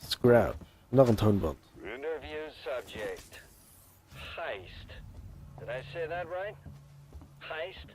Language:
Luxembourgish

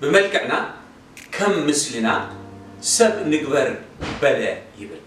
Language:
Tigrinya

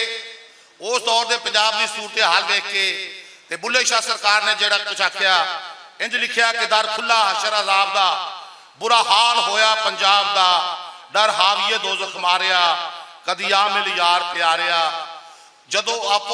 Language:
Western Panjabi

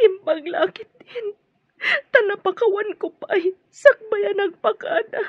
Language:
Iloko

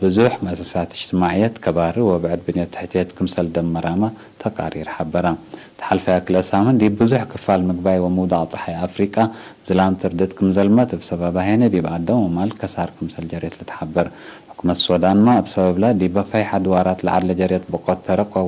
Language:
Tigre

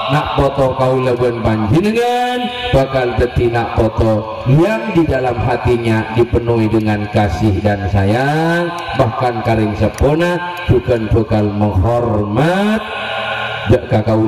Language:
Madurese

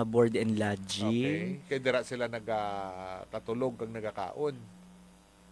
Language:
Hiligaynon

